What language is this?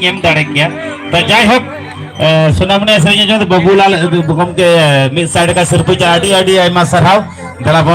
Santali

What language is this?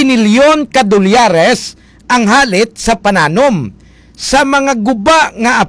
Hiligaynon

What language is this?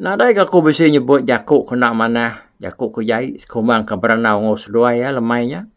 Iban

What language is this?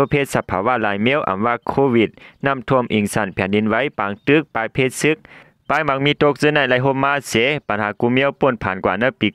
Shan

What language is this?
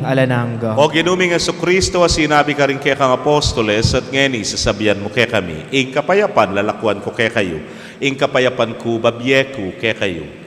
Pampanga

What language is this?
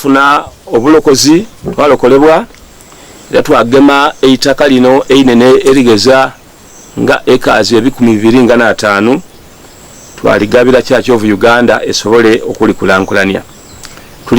Soga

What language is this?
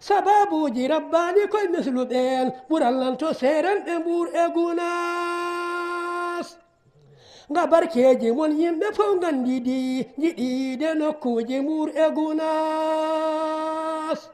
Fula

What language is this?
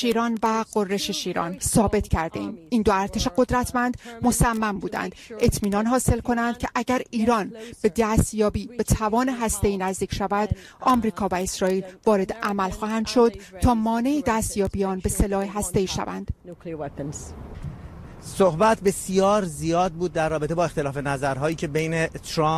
Persian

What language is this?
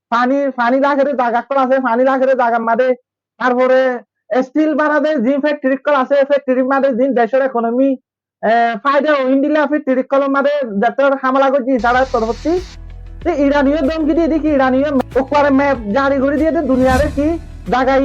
Rohingya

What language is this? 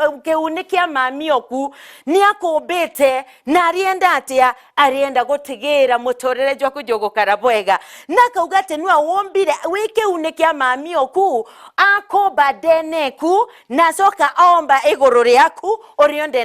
Meru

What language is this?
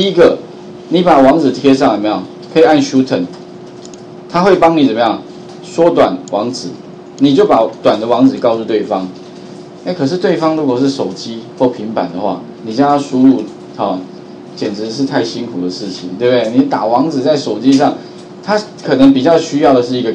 Chinese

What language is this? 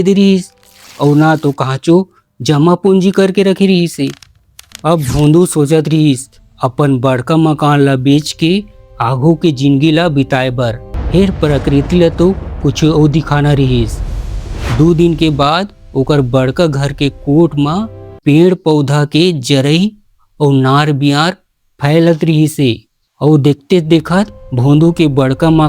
Chhattisgarhi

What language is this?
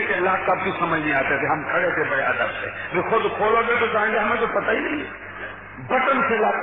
Urdu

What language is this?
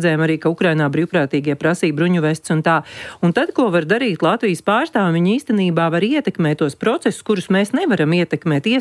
Latvian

